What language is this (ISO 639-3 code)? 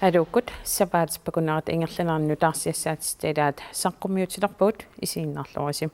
kal